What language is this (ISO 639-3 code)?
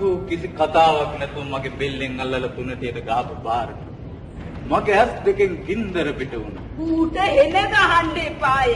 sin